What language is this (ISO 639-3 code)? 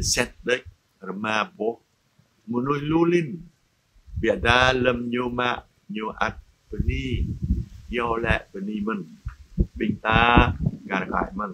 jra